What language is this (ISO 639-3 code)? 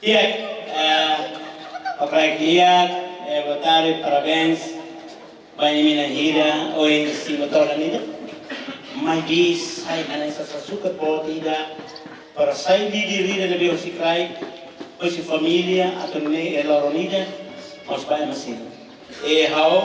tet